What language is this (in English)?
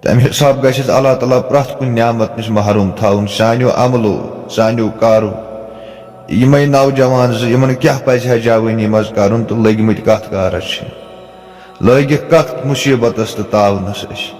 Kashmiri